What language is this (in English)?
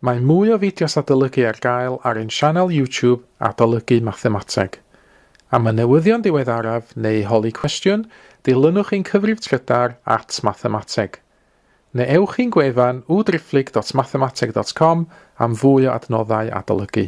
Welsh